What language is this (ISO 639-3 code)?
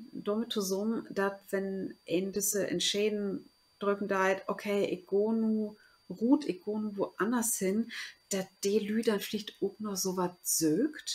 nds